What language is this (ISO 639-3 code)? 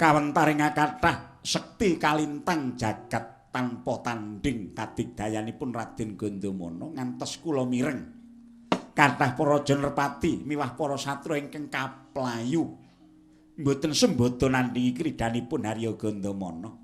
jav